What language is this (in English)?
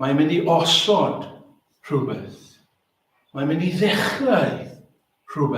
Welsh